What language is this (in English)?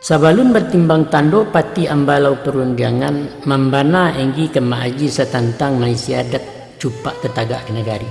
Minangkabau